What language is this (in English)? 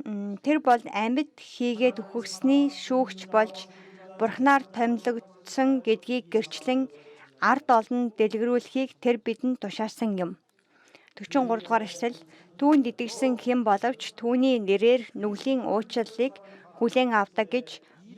Mongolian